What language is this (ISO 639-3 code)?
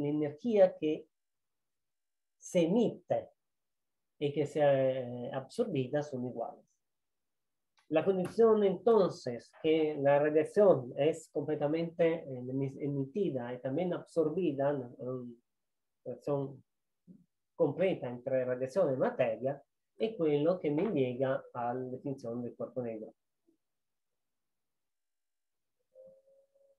spa